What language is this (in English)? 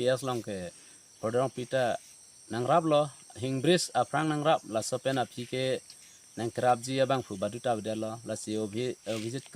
Karbi